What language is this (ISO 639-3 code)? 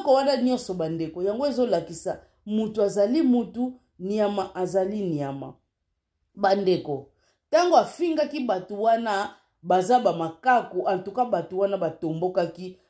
lin